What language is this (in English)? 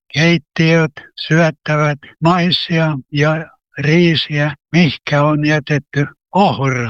Finnish